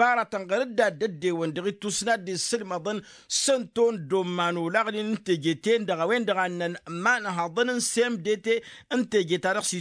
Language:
Tamasheq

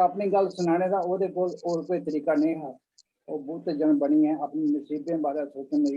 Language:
Dogri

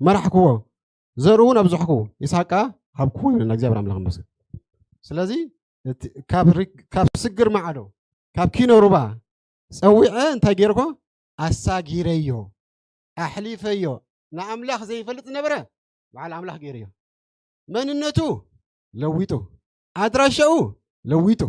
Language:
Tigrinya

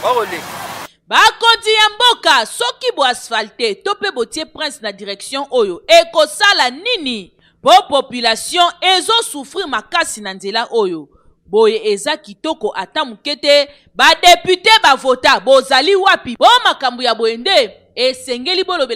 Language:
Lingala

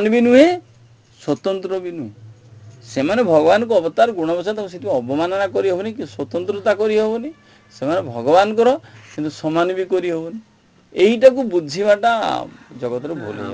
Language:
Odia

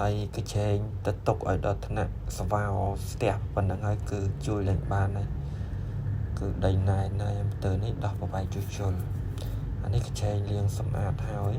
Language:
Khmer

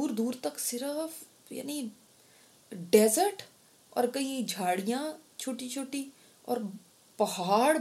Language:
Urdu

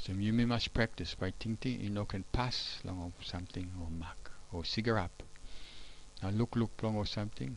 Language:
Tok Pisin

